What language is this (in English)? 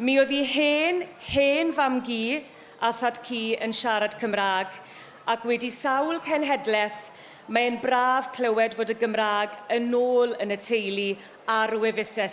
Welsh